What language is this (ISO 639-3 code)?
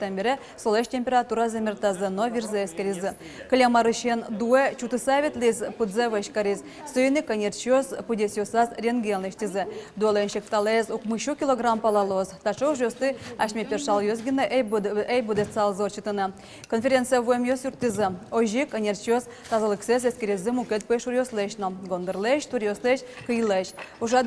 udm